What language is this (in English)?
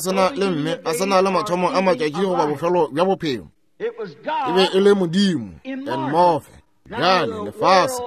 Northern Sotho